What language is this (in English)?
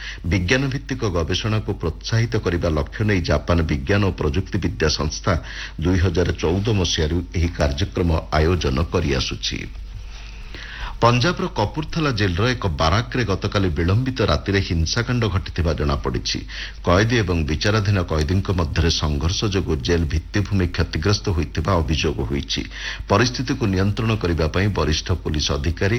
Odia